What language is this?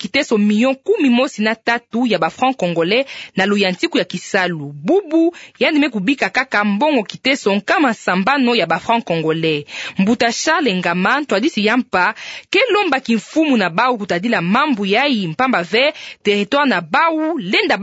Kituba (Democratic Republic of Congo)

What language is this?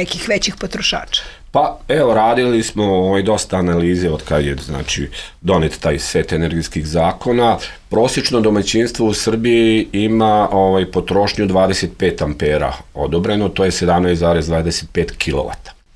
Serbian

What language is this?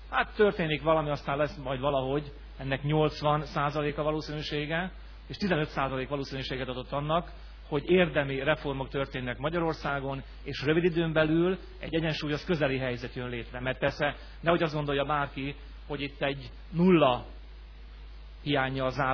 Hungarian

